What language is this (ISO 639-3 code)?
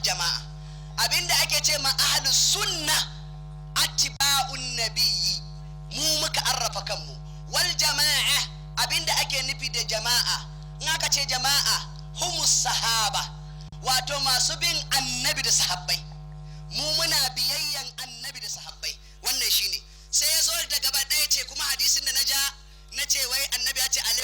hau